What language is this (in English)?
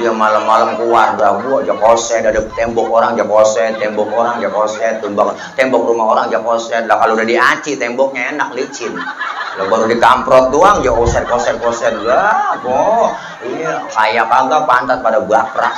Betawi